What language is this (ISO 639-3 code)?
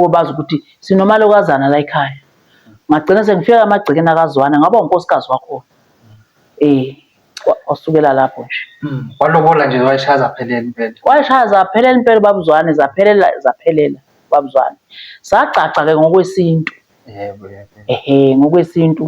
zul